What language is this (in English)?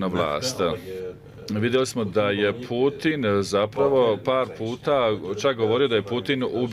Bosnian